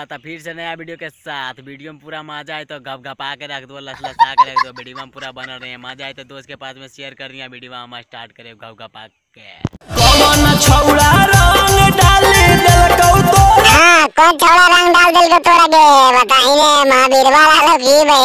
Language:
Magahi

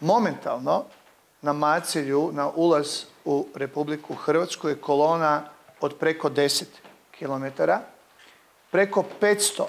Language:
Croatian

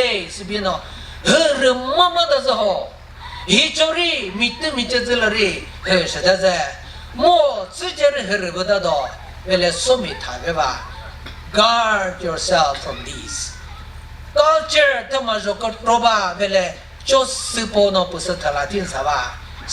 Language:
Chokri Naga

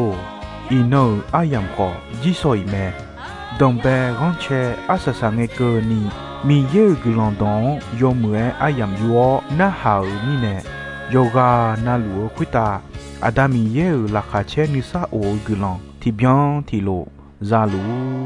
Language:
Akha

